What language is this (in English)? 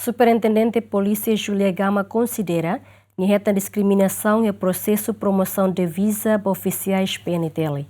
Tetum